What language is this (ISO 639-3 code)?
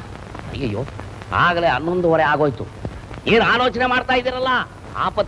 kan